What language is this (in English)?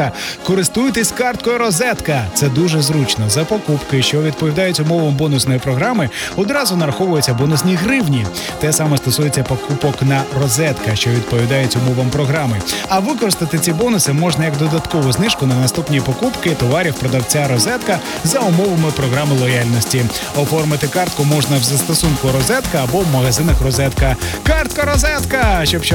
Ukrainian